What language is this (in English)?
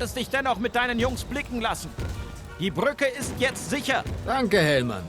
Bavarian